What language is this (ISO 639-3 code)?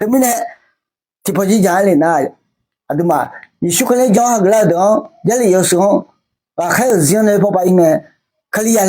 ahk